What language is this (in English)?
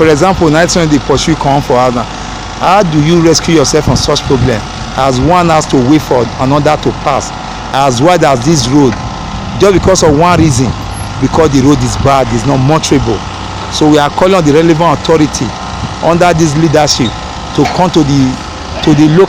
Nigerian Pidgin